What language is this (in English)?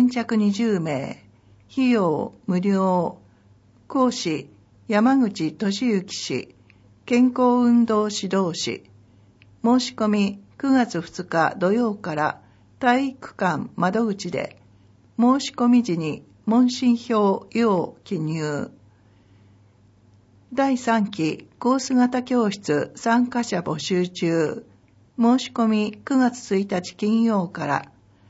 Japanese